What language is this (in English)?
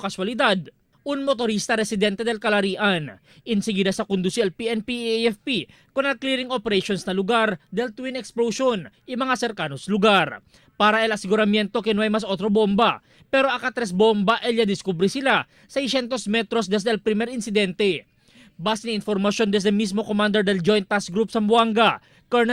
Chavacano